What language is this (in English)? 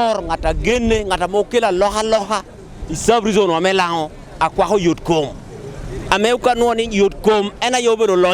Acoli